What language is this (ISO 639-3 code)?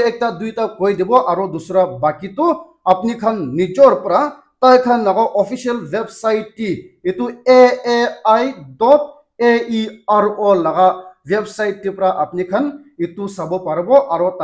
nag